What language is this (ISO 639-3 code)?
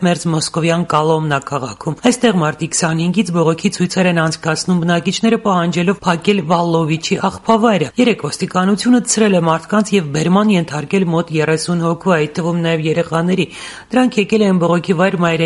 hye